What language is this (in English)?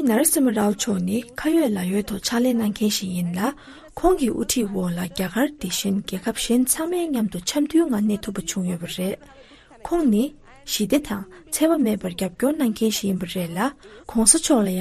Tibetan